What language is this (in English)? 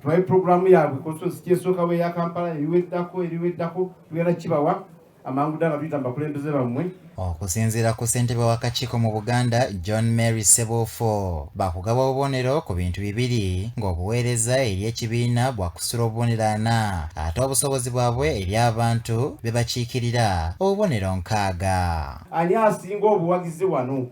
Ganda